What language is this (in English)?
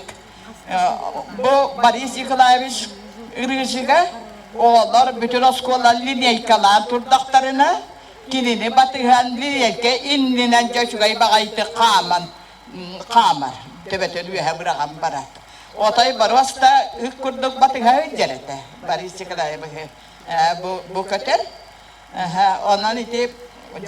Yakut